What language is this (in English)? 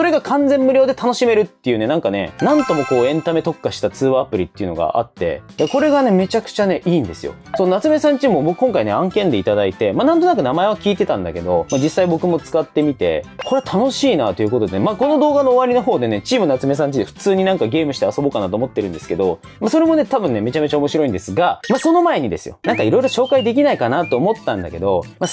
Japanese